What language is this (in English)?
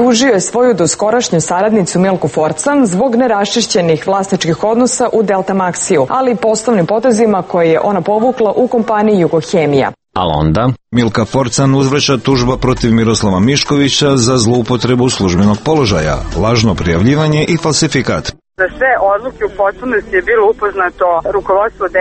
Serbian